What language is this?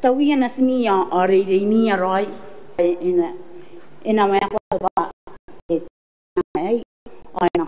Gilbertese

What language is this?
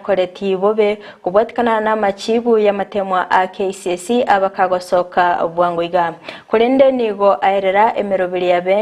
Gusii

